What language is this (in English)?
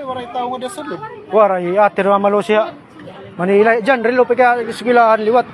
Waray